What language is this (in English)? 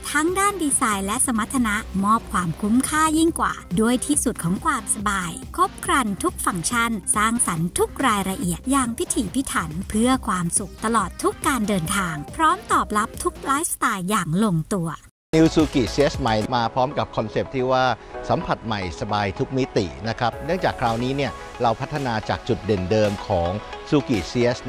Thai